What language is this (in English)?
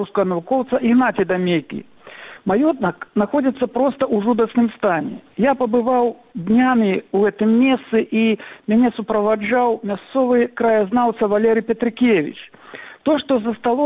Belarusian